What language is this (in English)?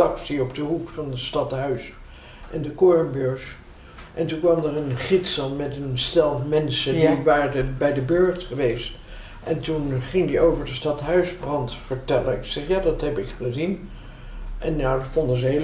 Dutch